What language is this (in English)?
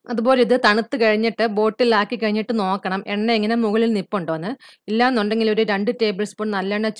Malayalam